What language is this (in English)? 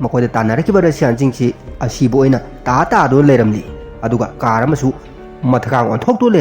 Manipuri